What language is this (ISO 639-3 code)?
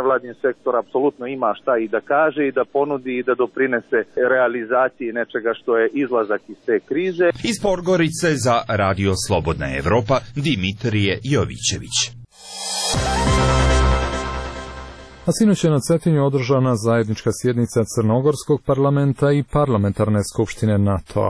srp